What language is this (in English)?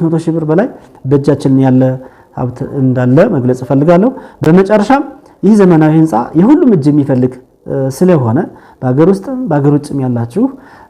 Amharic